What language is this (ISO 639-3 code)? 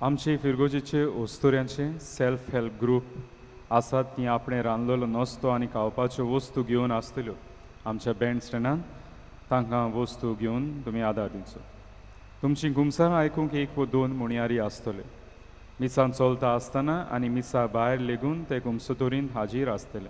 kok